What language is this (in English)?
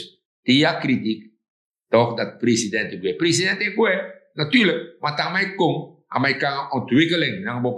Sranan Tongo